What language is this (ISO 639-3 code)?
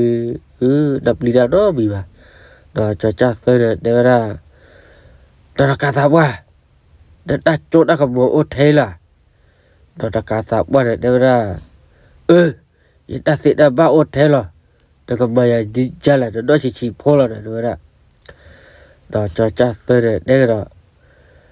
ksw